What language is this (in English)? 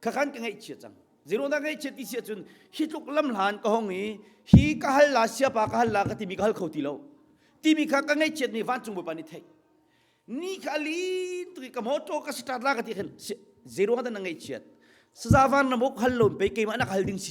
Hakha Chin